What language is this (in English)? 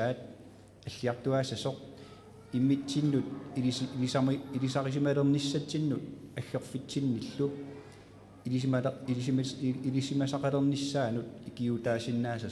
Kalaallisut